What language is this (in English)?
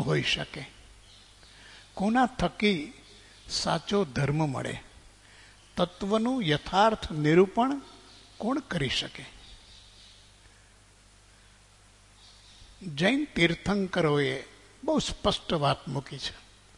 Gujarati